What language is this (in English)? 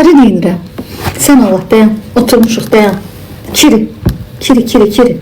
Azerbaijani